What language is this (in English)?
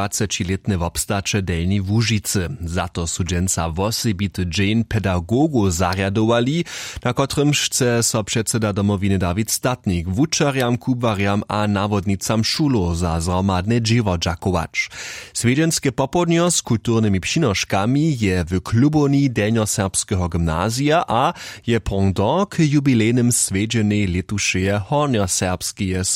Upper Sorbian